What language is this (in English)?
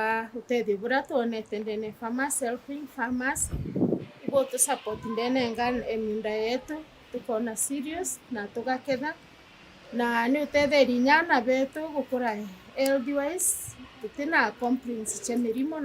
Meru